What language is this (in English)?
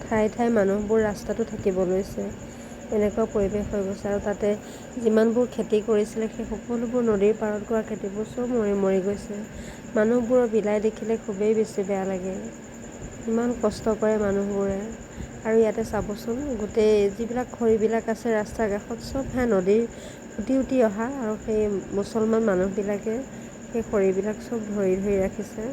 Assamese